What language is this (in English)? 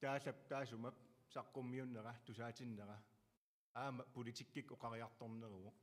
Kalaallisut